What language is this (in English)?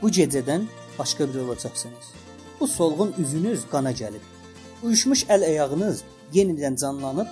South Azerbaijani